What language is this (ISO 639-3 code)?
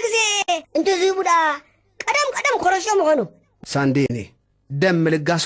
tir